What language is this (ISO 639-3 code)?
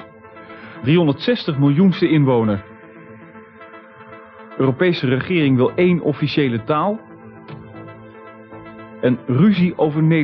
nld